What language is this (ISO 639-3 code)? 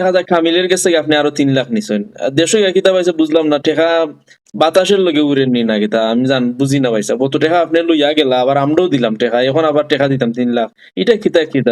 syl